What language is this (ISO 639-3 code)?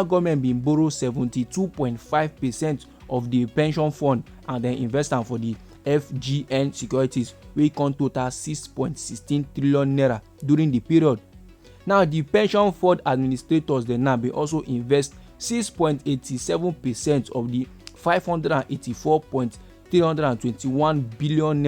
pcm